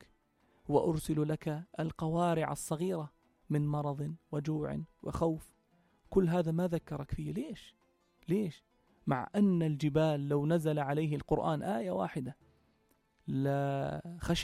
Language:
North Levantine Arabic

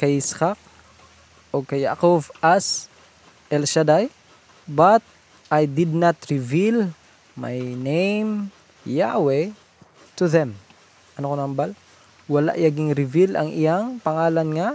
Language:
Hiligaynon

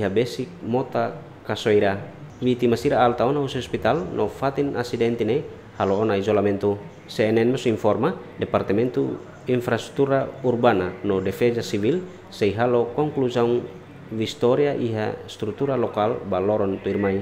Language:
Tetum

